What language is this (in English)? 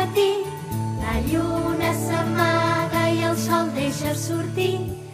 Catalan